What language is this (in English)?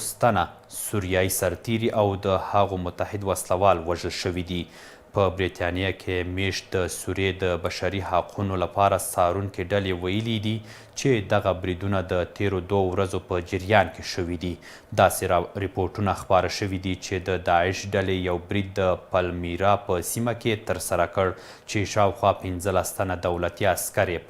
Pashto